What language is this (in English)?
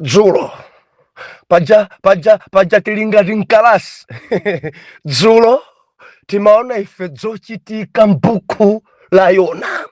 Nyanja